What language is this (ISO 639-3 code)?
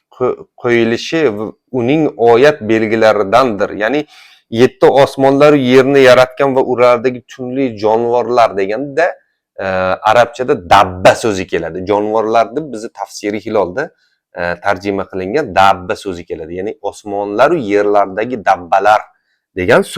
uzb